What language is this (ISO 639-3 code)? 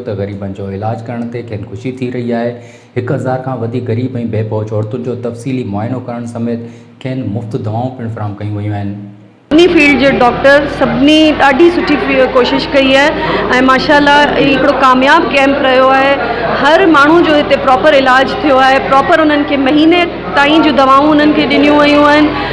snd